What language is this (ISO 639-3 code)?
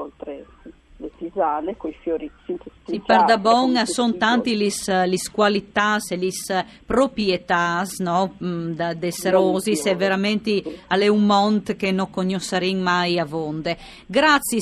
fur